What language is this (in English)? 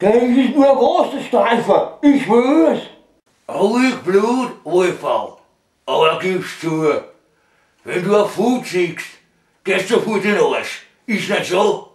Bavarian